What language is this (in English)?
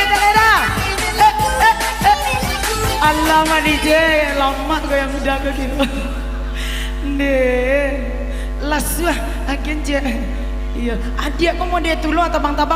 Minangkabau